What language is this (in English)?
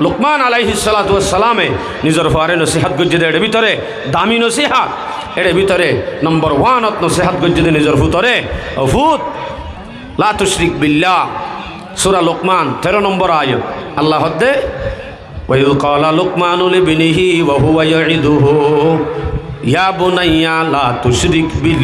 Rohingya